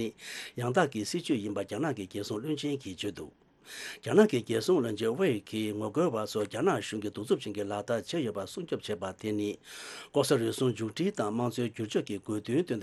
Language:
Tibetan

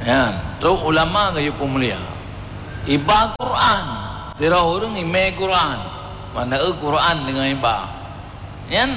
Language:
Achinese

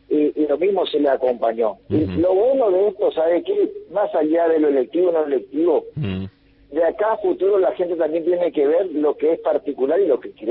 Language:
Spanish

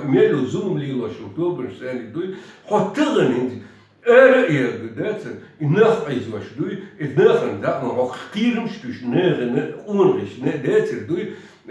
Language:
Chechen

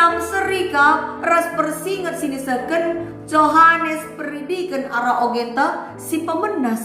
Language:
Batak Karo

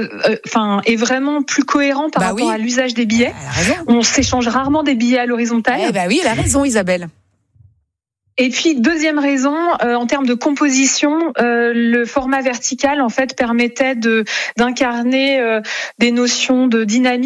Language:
French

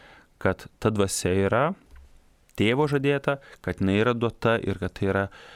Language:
Lithuanian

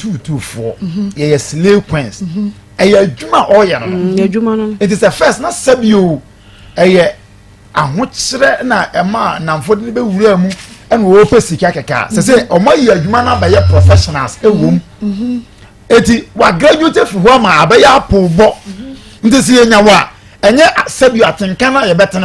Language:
Akan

